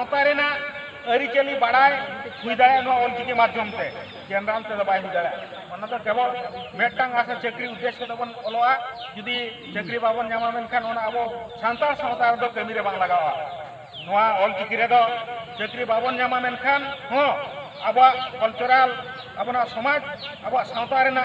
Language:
Santali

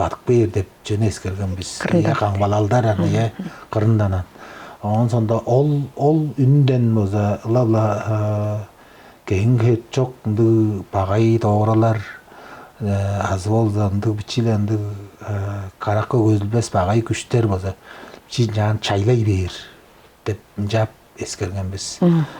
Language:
Tuvinian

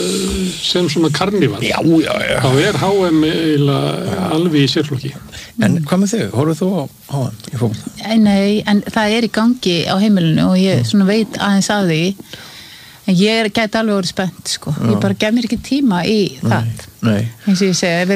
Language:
Icelandic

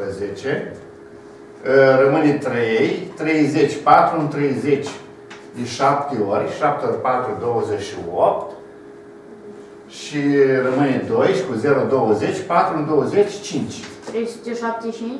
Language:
Romanian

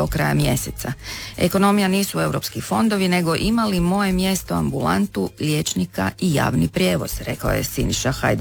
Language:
Croatian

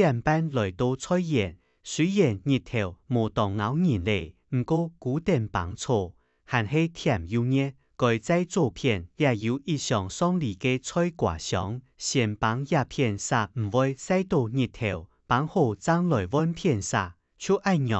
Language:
Hakka Chinese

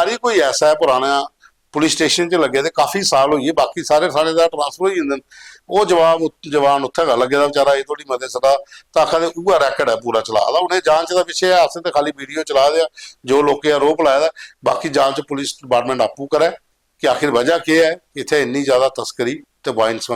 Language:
Dogri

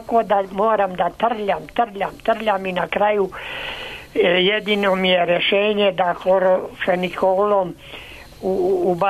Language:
Serbian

